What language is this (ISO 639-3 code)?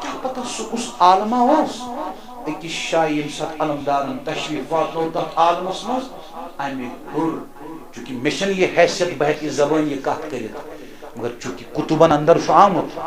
kas